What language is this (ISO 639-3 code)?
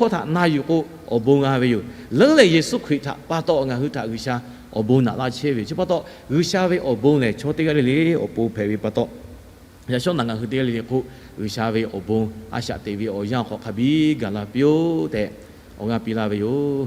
lhu